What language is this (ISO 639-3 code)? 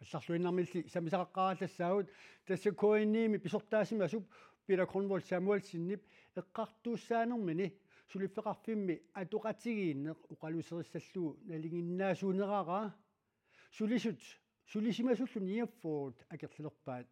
kal